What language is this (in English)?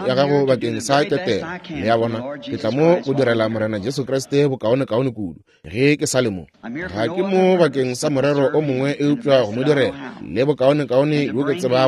Northern Sotho